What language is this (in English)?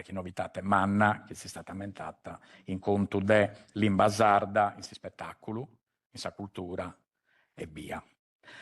Sardinian